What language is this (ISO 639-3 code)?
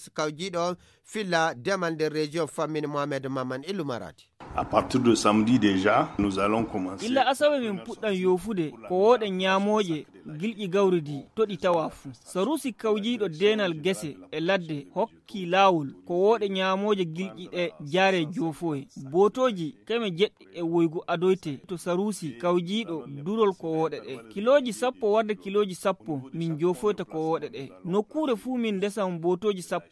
ful